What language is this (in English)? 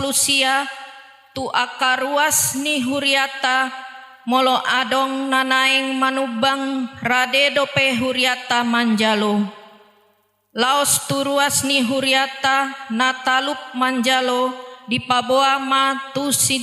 Batak Toba